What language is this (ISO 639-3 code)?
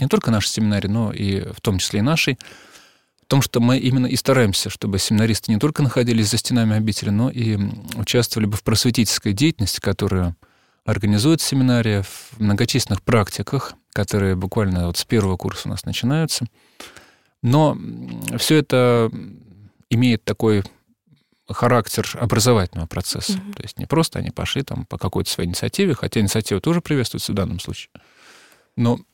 rus